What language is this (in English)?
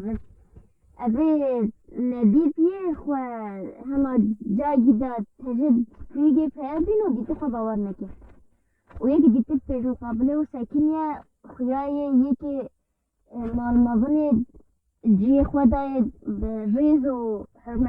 Kurdish